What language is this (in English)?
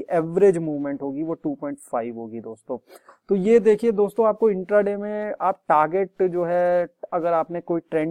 Hindi